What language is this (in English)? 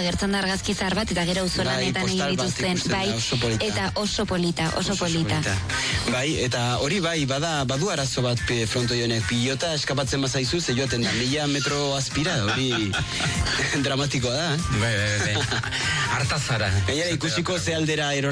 Basque